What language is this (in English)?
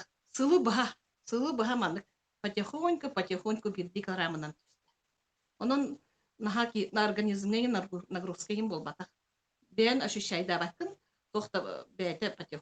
Yakut